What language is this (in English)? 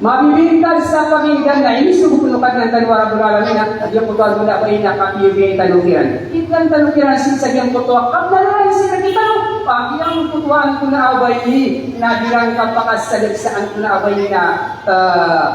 Maranao